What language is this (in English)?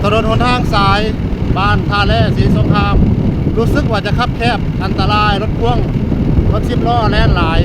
Lao